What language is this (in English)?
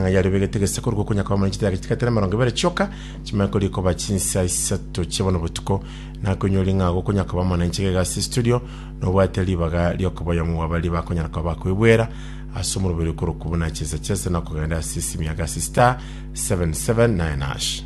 Gusii